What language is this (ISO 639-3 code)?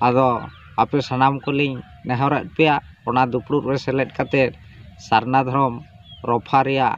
sat